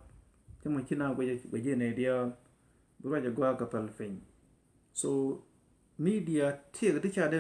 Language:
Nuer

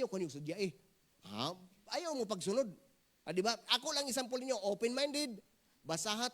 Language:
Cebuano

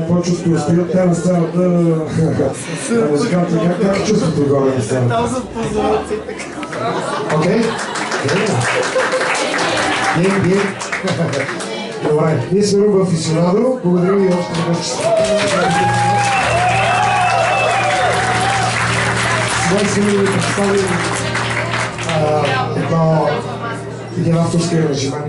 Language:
Bulgarian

